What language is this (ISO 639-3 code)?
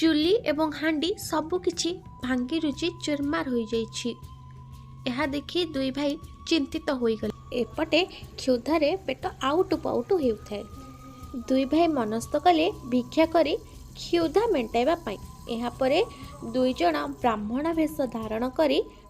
ori